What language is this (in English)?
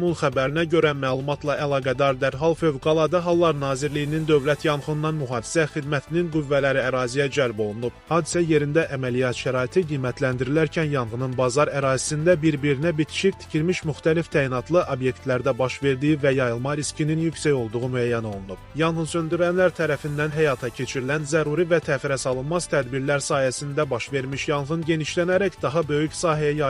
Azerbaijani